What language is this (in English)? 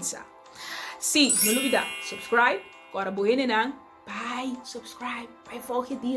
Papiamento